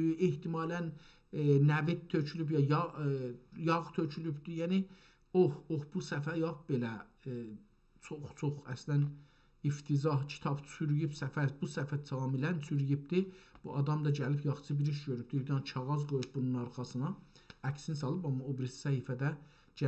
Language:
South Azerbaijani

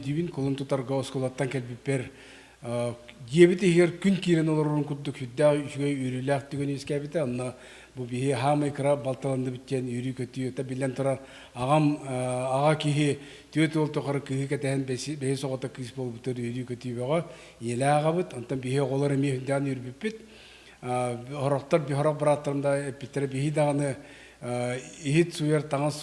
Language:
Yakut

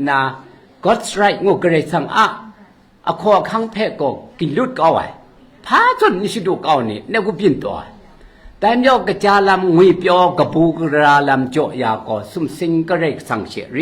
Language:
Kachin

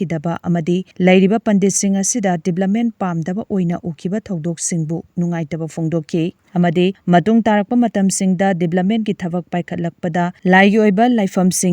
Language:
Manipuri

